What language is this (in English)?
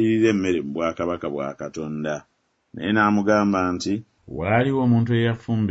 Ganda